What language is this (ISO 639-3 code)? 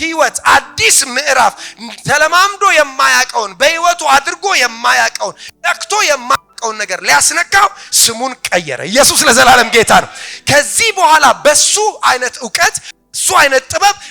amh